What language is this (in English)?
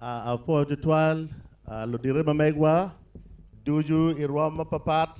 Acoli